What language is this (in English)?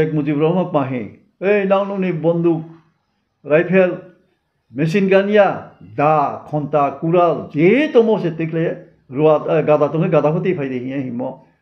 Riang (India)